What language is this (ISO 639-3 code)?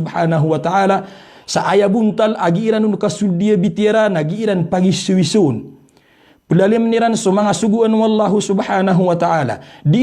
mrw